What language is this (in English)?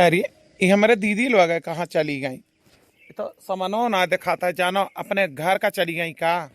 Awadhi